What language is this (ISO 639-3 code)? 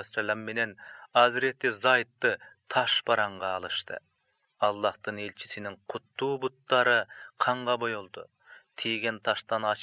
kir